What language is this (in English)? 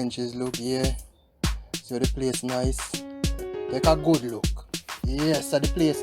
Jamaican Creole English